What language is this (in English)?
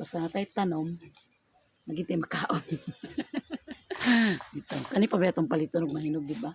Cebuano